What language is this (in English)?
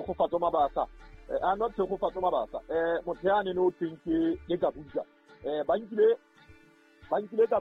Southern Sotho